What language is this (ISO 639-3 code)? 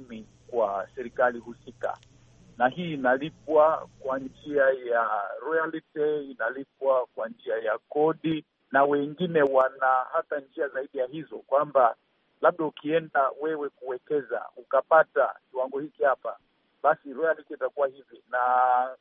swa